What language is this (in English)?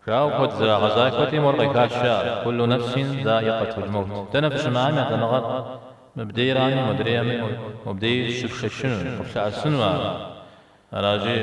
Kabardian